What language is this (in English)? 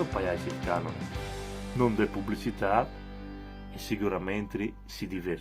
Friulian